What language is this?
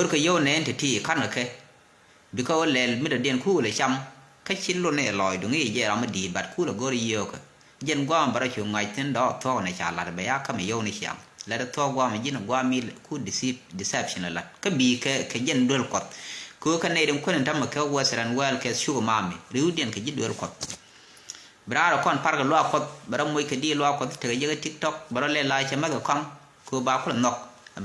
Nuer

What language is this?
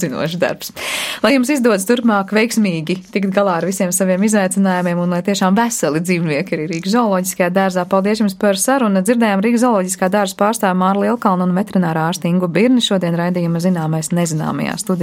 Latvian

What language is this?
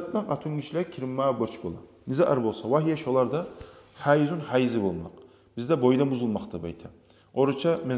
Kumyk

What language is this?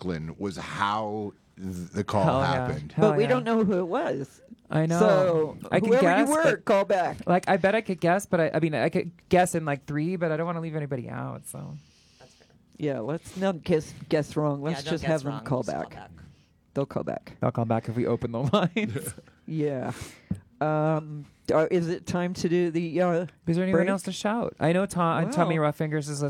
English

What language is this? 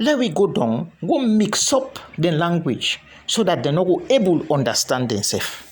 Krio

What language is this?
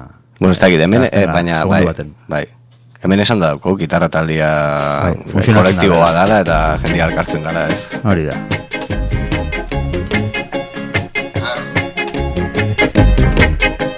Basque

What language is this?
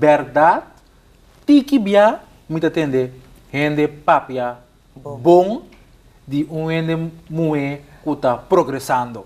Papiamento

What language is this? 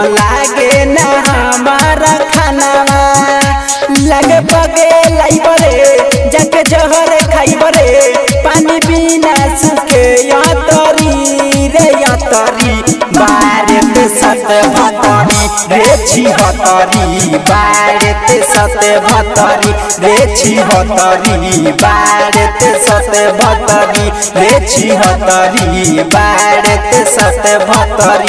Bhojpuri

